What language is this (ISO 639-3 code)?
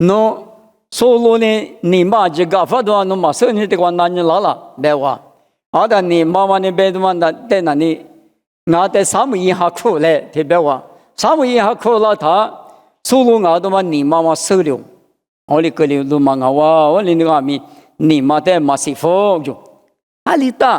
lis